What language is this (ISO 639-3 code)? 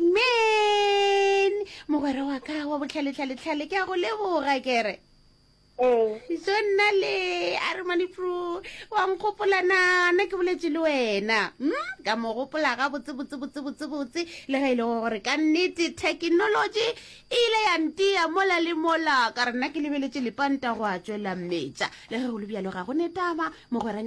nso